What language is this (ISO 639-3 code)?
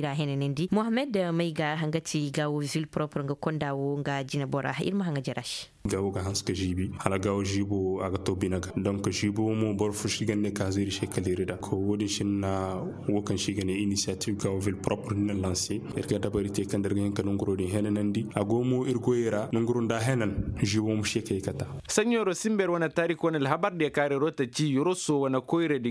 ses